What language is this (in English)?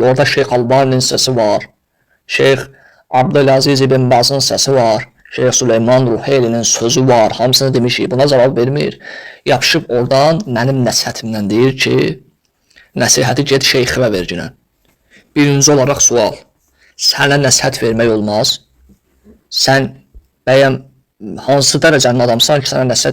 Azerbaijani